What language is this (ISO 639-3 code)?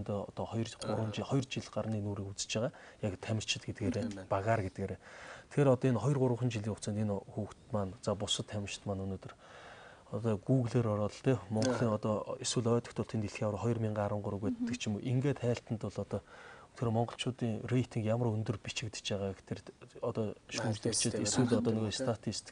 mon